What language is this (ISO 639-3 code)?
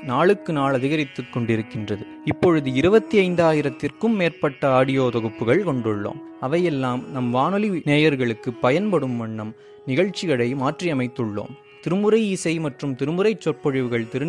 tam